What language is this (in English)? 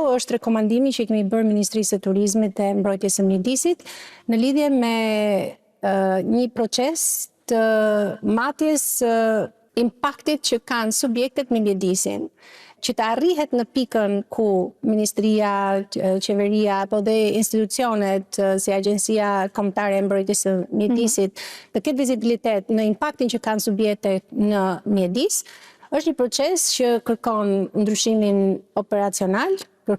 Albanian